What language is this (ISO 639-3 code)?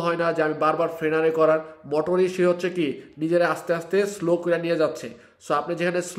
ben